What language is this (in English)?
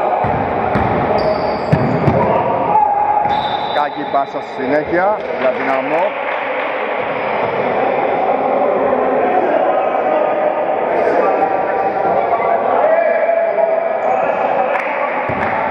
Greek